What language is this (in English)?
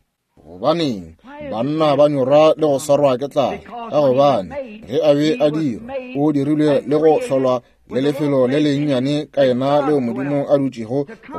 Northern Sotho